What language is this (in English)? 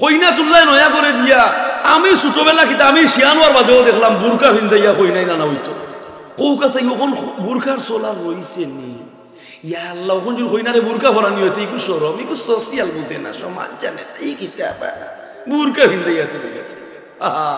Sylheti